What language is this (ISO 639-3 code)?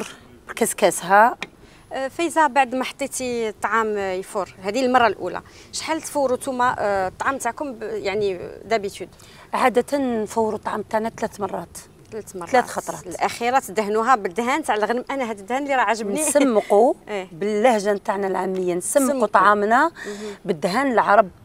arq